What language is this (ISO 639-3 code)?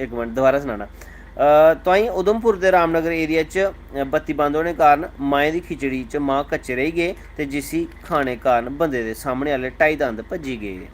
doi